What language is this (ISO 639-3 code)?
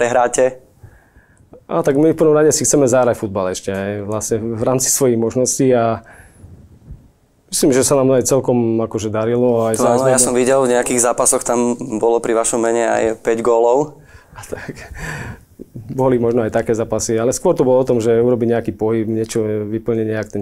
slk